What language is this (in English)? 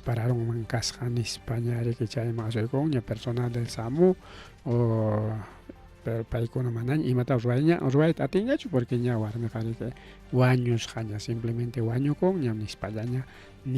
Ayacucho Quechua